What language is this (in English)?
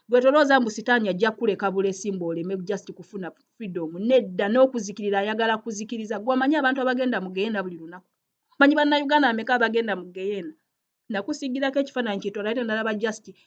Ganda